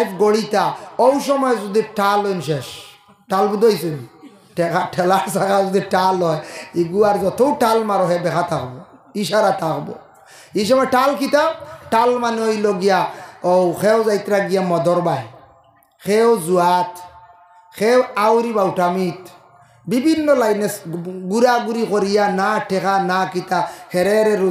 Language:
Sylheti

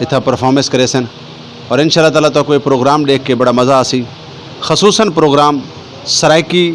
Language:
Saraiki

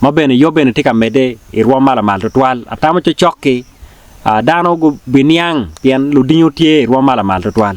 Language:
Acoli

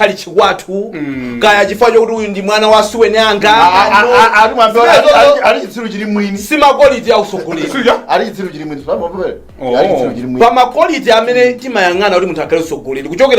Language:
Nyanja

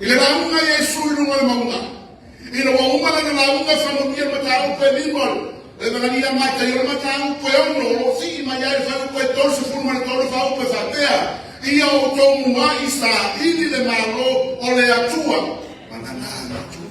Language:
Samoan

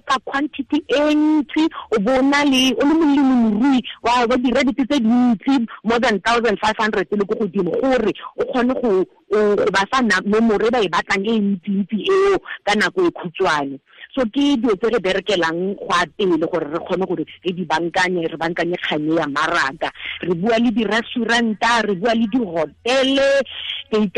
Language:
Tswana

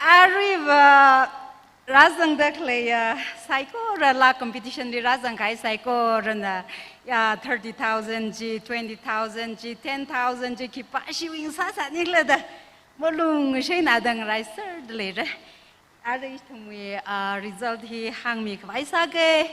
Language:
Tangkhul Naga (India)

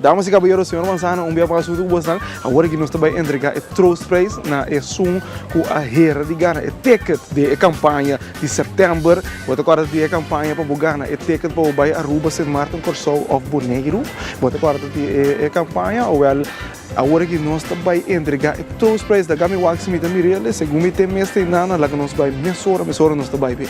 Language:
Papiamento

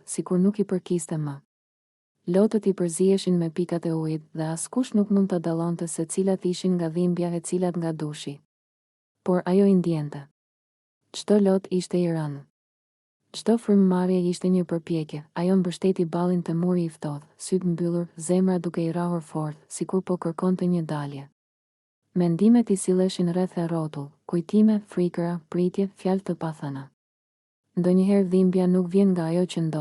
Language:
Albanian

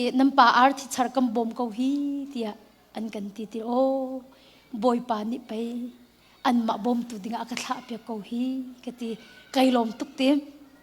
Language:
Hakha Chin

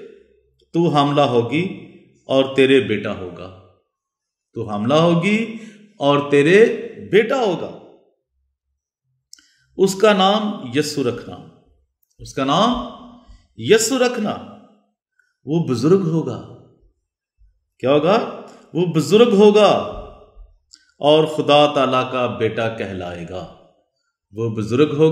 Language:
Urdu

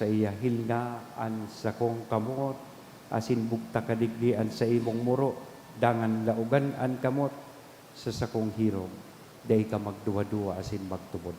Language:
Bikol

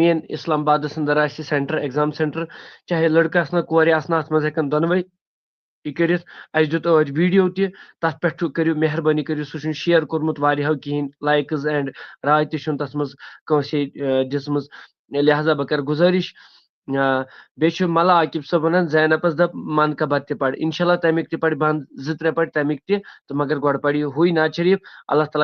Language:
Kashmiri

